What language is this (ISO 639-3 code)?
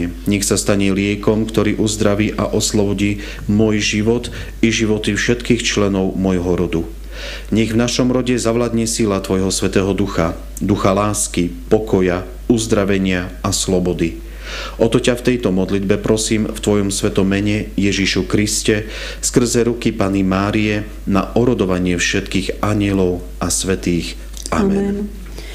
slk